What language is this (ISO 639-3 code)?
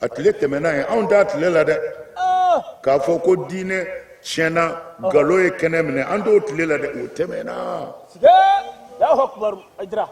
bam